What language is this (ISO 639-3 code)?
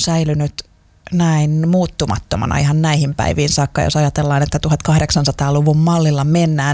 fin